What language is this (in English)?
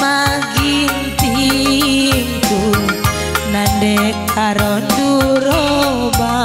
Batak Karo